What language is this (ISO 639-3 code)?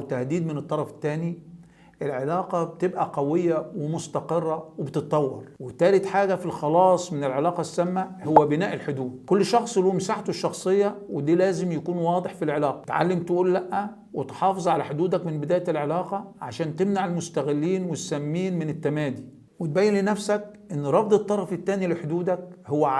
arz